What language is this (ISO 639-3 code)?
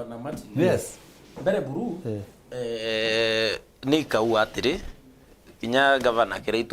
mer